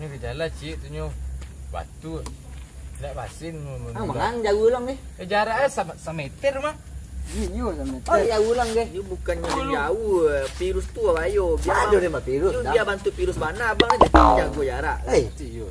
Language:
Minangkabau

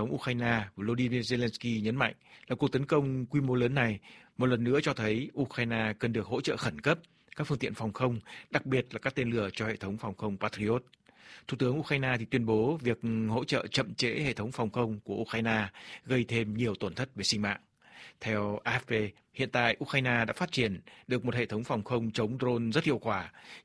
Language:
Vietnamese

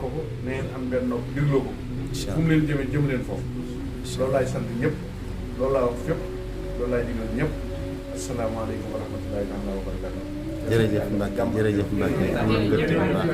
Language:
Wolof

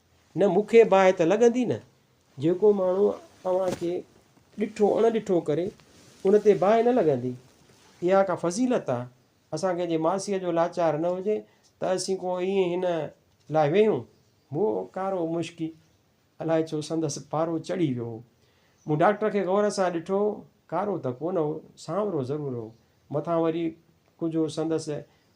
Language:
Sindhi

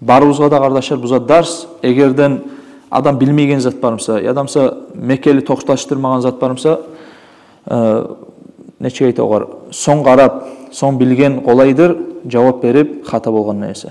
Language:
Kumyk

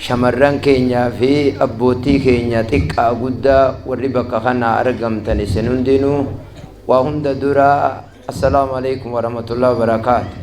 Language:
Oromo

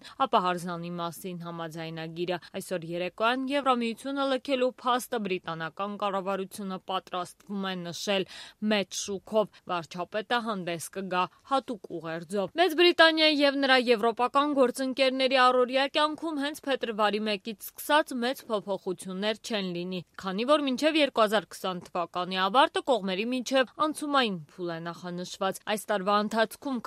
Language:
Armenian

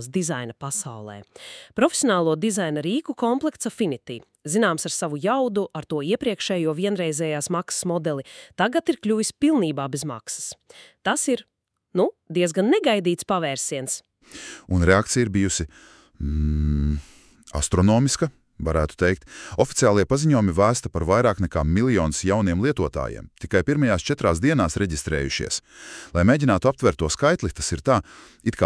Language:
Latvian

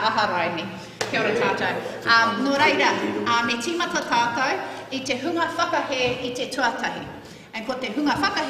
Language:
Māori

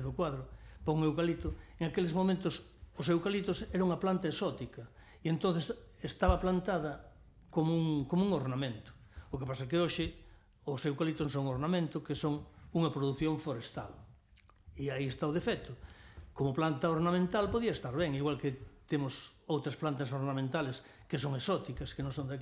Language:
Galician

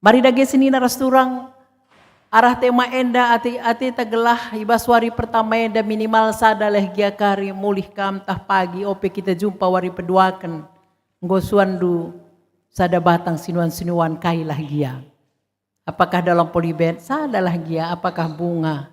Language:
Batak Karo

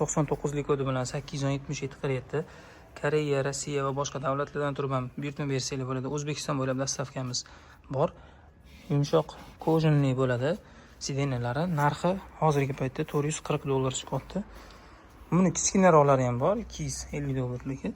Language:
Uzbek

